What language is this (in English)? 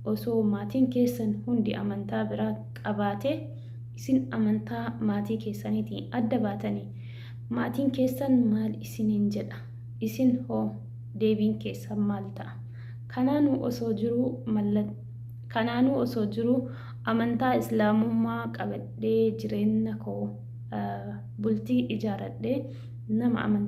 Oromo